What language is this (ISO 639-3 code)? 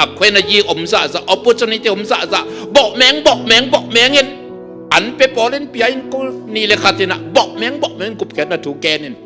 ctd